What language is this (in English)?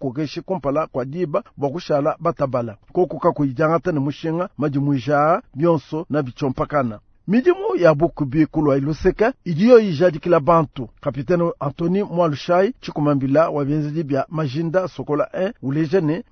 Luba-Lulua